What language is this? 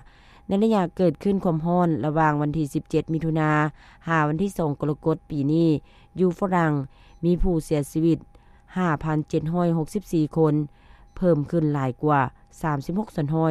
Lao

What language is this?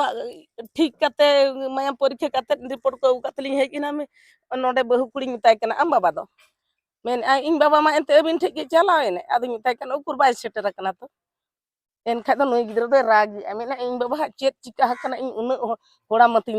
Santali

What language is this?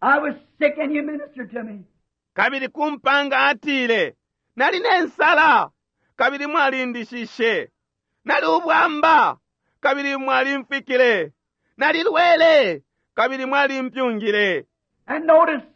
Bemba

